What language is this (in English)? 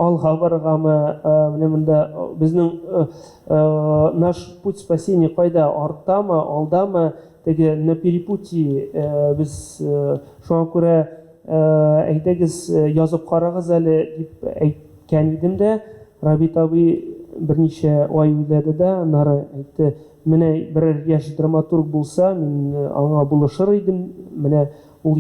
Tatar